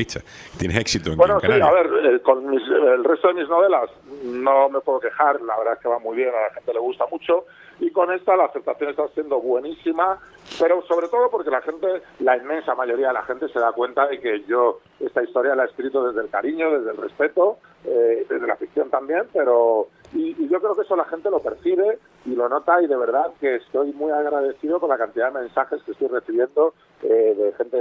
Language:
Spanish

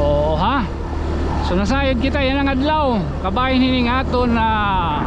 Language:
Waray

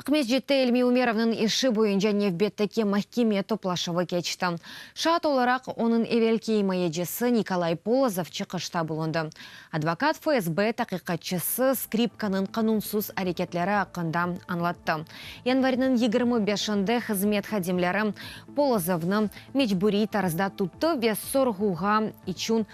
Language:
Crimean Tatar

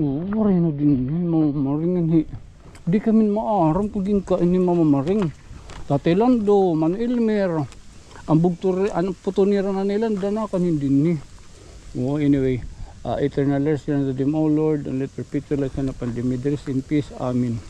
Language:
Waray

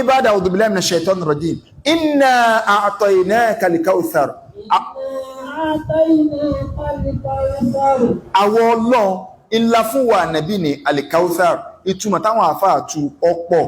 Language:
Yoruba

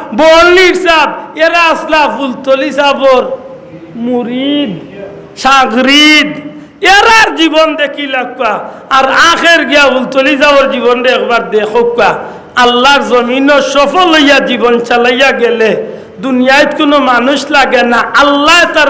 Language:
Sylheti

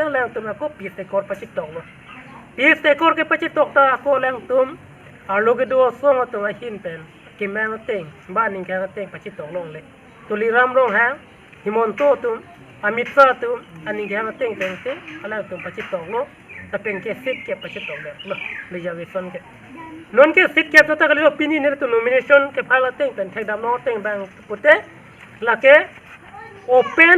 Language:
Karbi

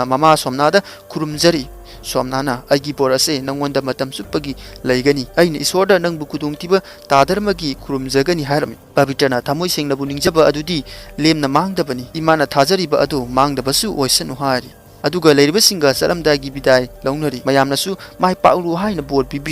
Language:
Manipuri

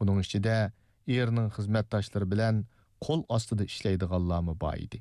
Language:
Uyghur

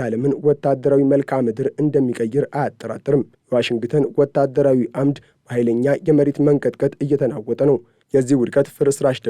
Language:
Amharic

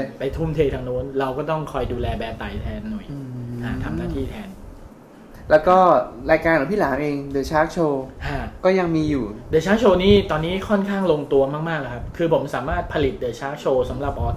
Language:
Thai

